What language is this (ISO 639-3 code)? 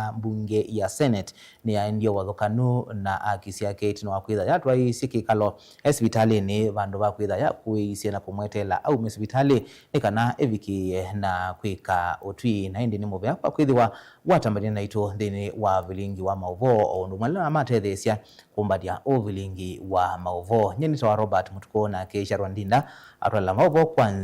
kam